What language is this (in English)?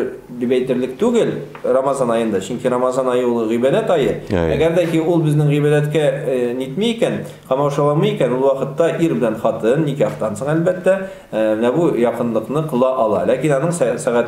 Tatar